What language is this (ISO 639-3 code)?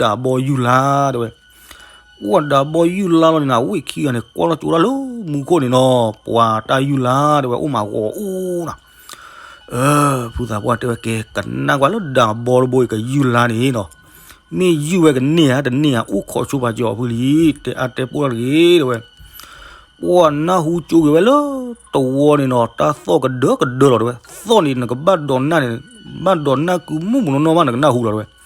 ksw